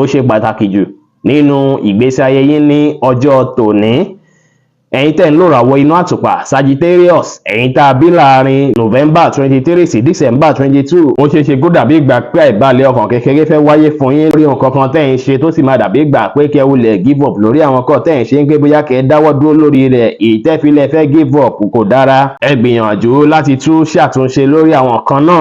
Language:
Yoruba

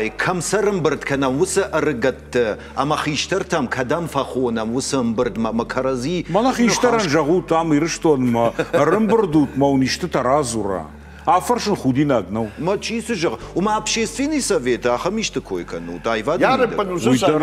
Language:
Ossetic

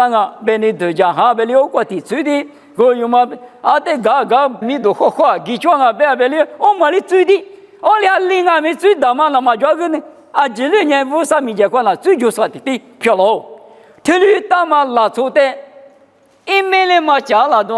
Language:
Lisu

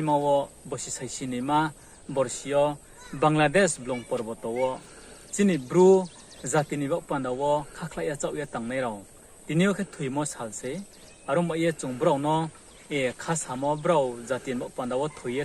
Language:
Riang (India)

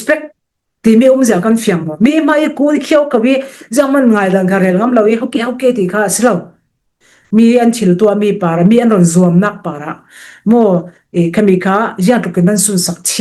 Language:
Falam Chin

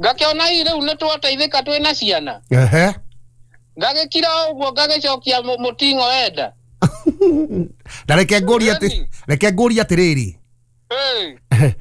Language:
Kikuyu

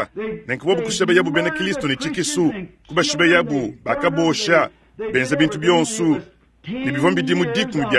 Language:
Luba-Lulua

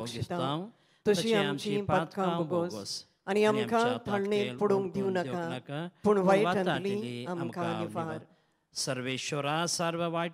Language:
Konkani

